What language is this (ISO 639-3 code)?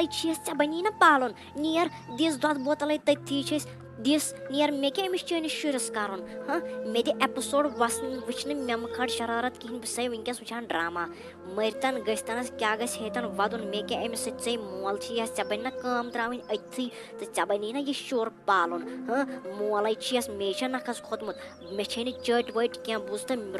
kas